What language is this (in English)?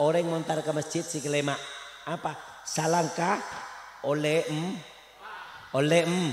Madurese